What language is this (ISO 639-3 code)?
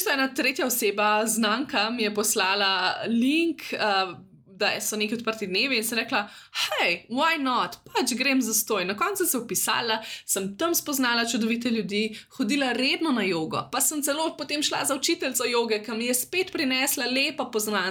slv